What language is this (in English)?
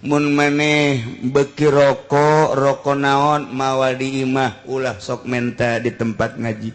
Sundanese